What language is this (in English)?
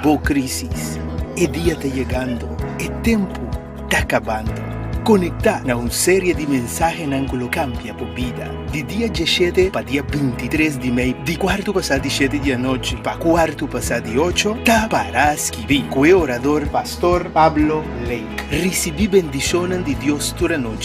Papiamento